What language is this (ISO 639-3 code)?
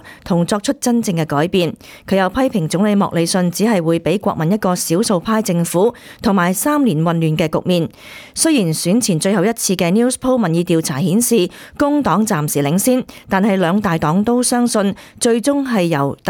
yue